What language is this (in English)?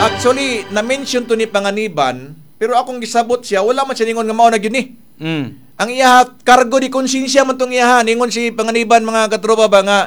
Cebuano